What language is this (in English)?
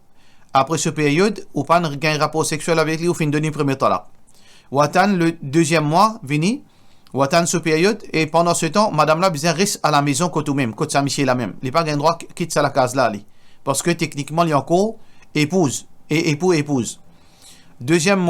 Morisyen